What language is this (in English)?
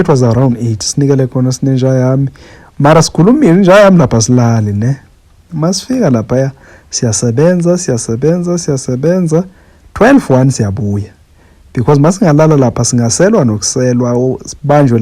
Zulu